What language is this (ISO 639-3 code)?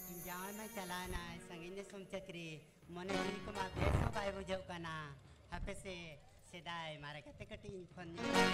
sat